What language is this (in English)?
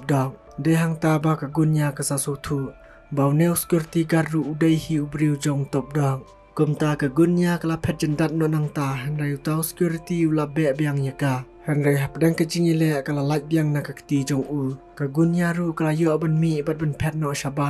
Khasi